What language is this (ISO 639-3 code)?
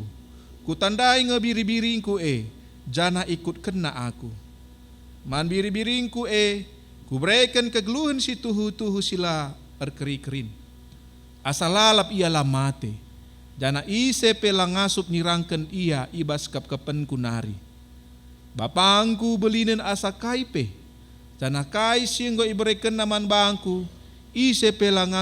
btx